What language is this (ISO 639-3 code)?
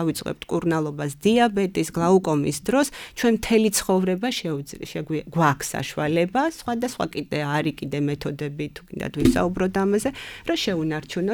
kat